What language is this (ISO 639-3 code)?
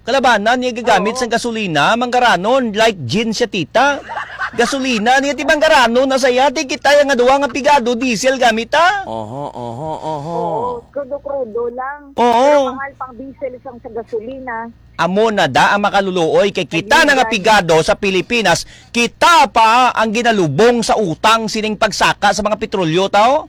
hil